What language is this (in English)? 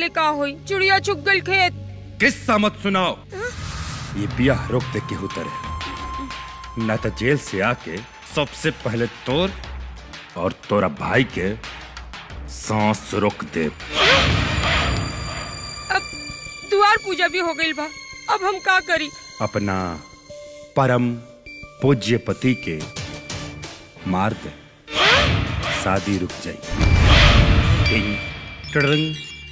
Bhojpuri